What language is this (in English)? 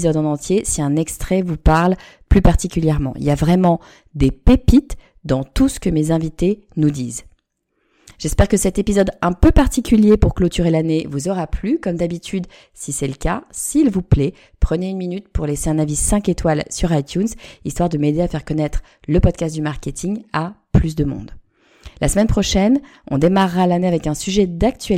French